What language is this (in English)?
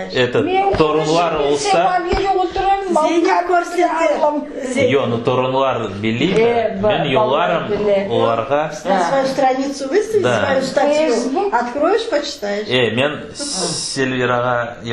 Crimean Tatar